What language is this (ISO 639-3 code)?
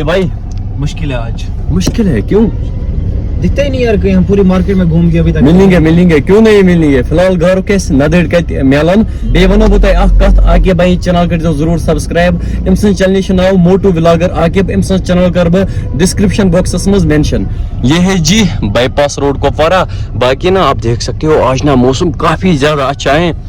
kas